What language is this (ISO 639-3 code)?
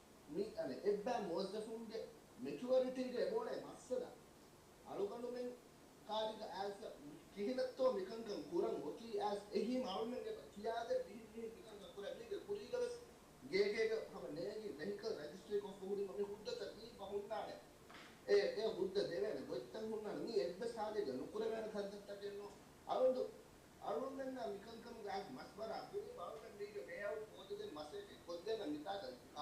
div